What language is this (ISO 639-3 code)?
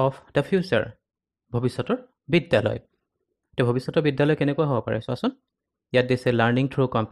asm